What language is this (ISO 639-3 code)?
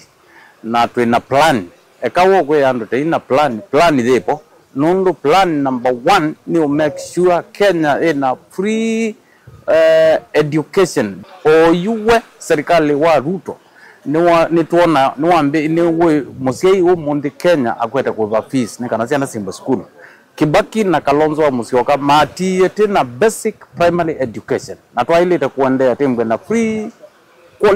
kam